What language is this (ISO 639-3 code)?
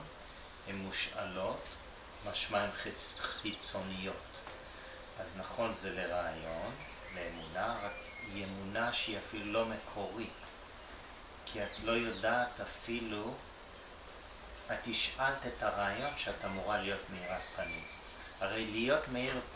heb